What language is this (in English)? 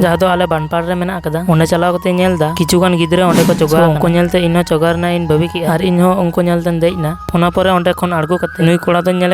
Santali